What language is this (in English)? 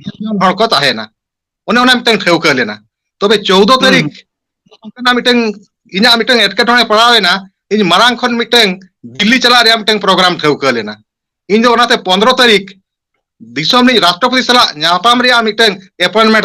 Santali